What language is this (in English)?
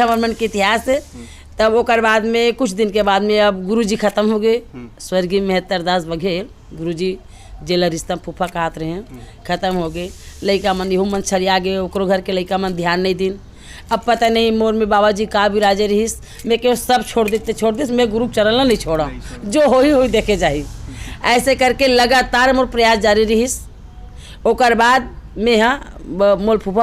Chhattisgarhi